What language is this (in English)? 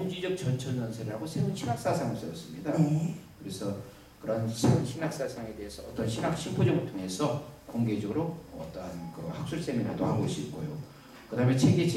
Korean